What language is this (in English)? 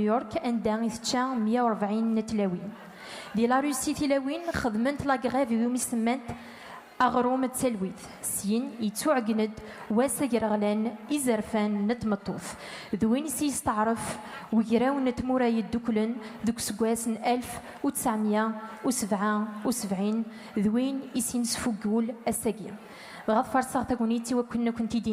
Kabyle